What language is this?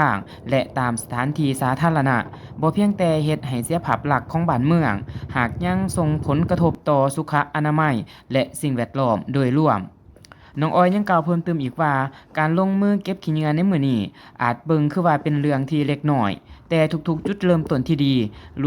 Lao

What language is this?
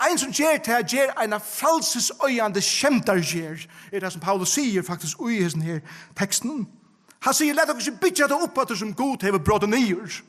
Faroese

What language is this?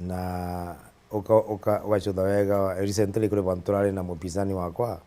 Meru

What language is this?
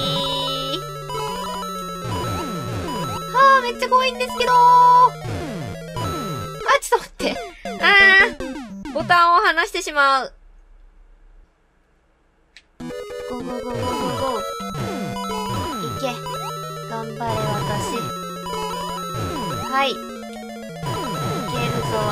Japanese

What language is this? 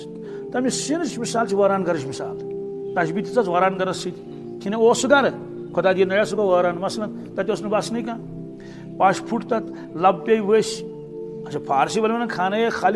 Kashmiri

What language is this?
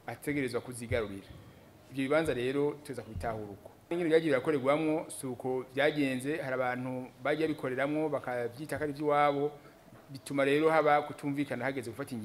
Rundi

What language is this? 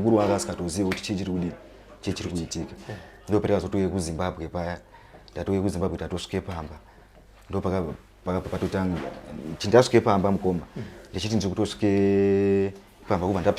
Shona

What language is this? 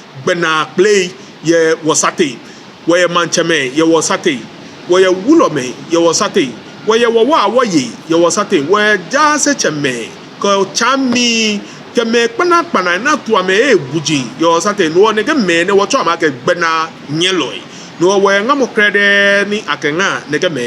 Ga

